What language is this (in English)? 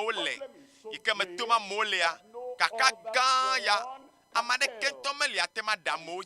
Ewe